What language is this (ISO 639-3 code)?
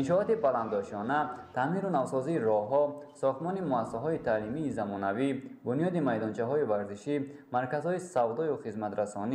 tgk